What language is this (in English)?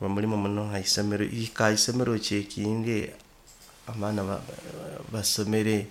Nyoro